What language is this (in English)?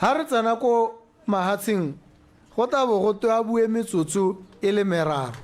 Tswana